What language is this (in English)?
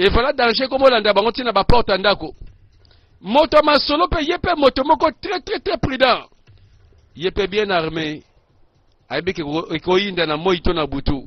Lingala